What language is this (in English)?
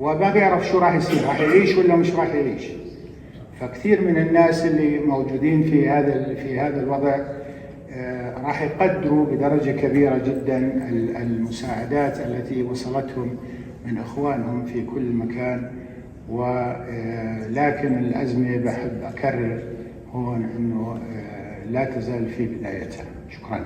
North Levantine Arabic